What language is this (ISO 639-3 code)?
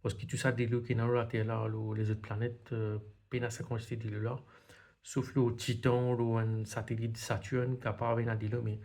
mfe